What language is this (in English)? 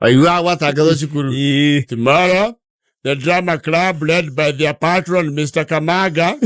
Kikuyu